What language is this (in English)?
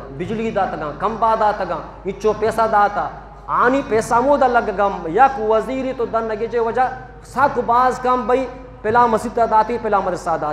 Eastern Balochi